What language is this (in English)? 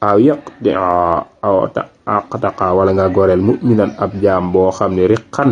Wolof